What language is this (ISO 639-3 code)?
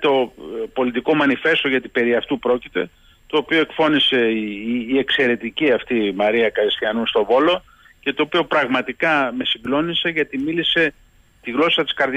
ell